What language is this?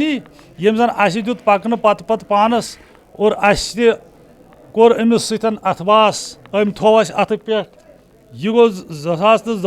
Kashmiri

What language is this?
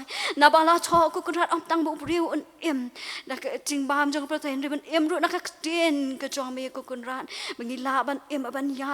Khasi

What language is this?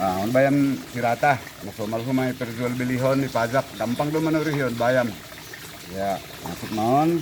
Batak Simalungun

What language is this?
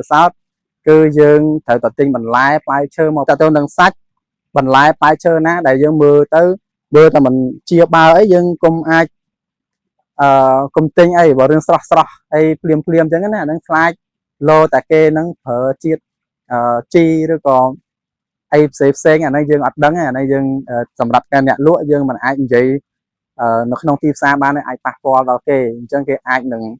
Khmer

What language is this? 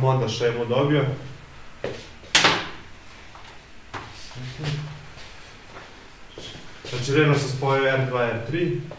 Serbian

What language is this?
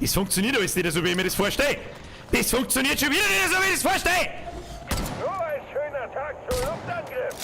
Bavarian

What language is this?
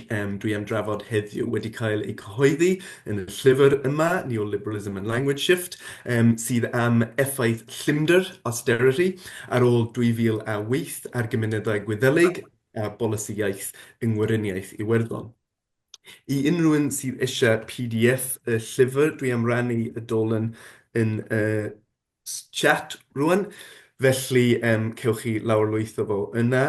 Welsh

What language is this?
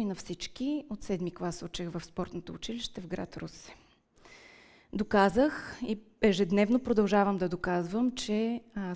Bulgarian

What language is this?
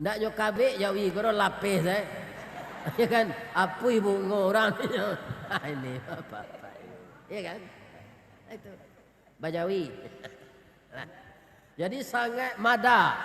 Minangkabau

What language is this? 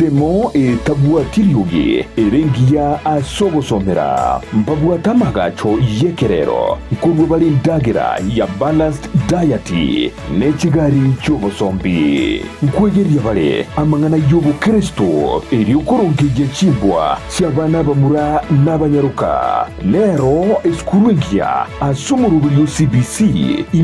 Gusii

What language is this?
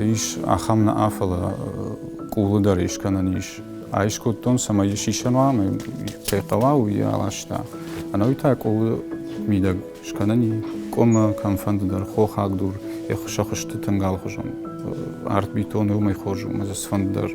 Ossetic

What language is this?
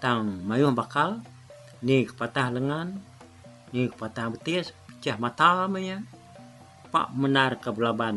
Iban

